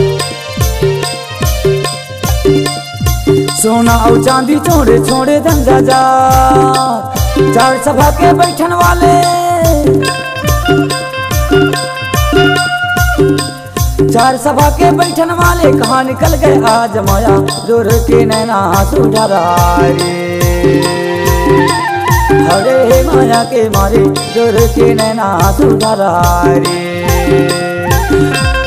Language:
Chhattisgarhi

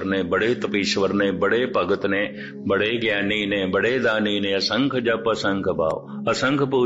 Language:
Punjabi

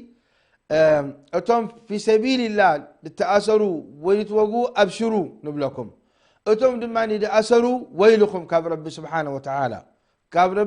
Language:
Tigrinya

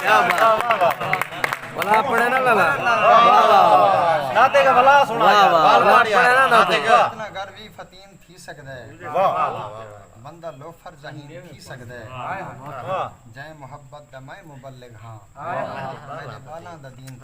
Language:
Saraiki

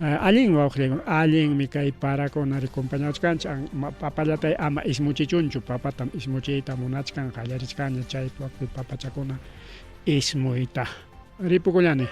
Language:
Ayacucho Quechua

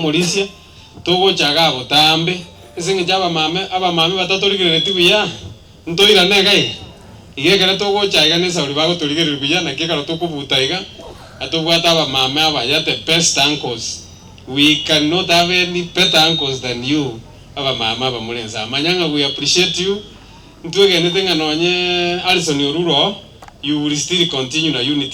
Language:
Gusii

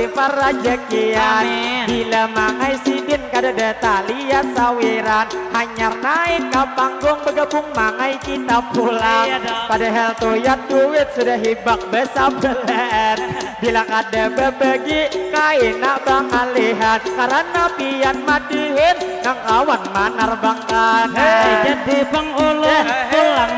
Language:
Banjar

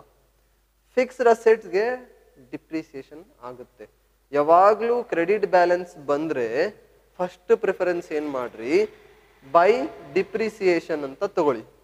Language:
Kannada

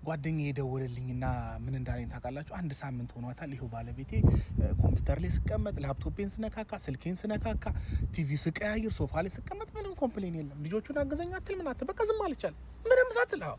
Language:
Amharic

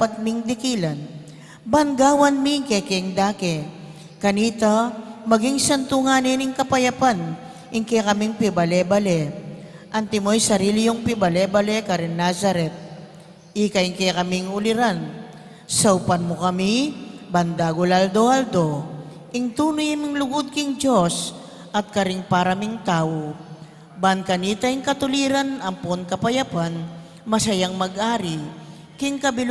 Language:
Pampanga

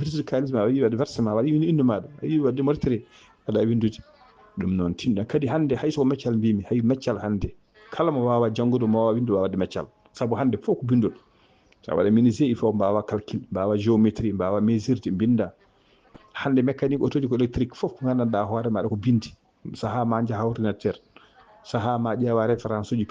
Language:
Fula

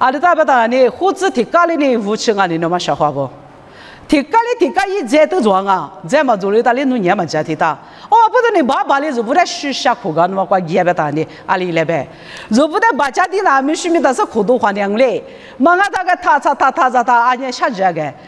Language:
Lisu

